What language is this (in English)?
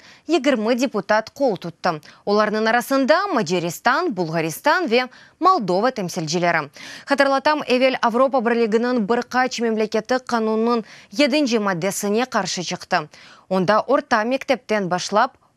Crimean Tatar